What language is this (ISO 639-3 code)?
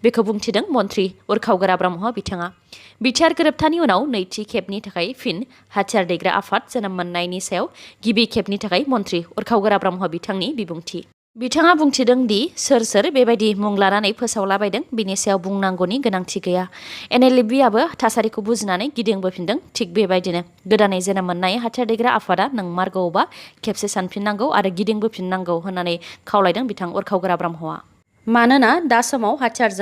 brx